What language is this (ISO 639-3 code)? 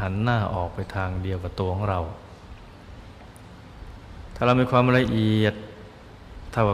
tha